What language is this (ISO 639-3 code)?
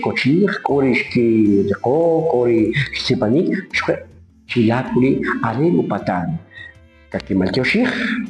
quc